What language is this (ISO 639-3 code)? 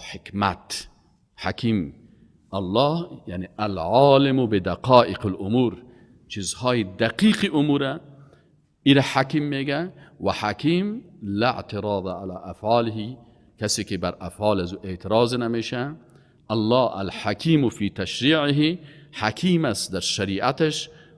fas